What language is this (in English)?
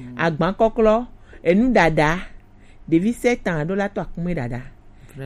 Gen